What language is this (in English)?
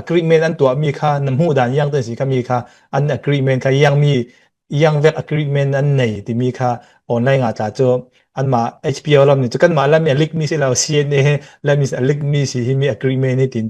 Falam Chin